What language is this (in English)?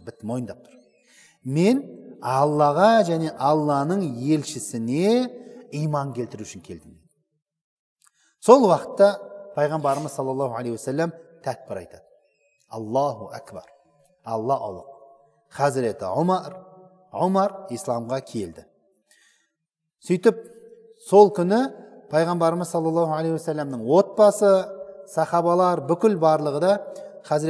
Kazakh